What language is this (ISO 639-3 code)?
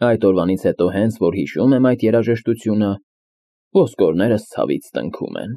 hye